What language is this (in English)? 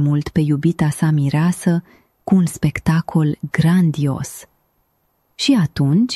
Romanian